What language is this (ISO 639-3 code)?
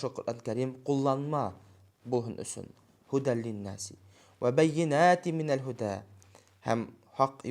bak